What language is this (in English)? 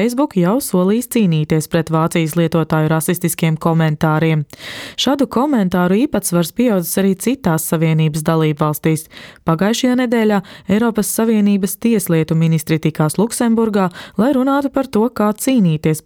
Latvian